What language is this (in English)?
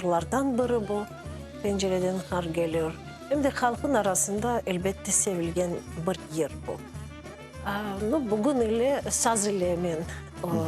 Crimean Tatar